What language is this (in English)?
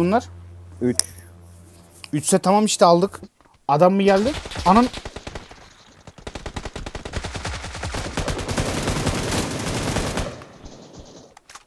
Turkish